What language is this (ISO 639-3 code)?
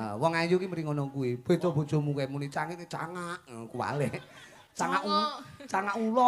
jav